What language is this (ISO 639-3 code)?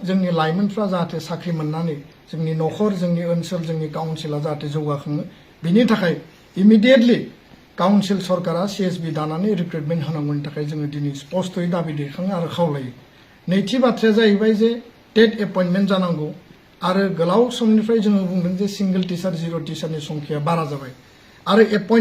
brx